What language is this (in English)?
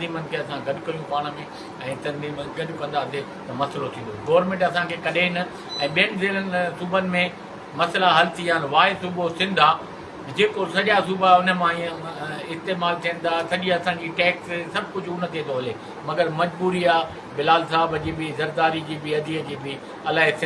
Sindhi